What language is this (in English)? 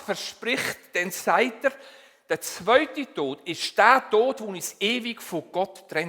Swiss German